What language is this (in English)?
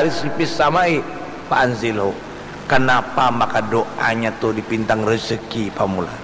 Banjar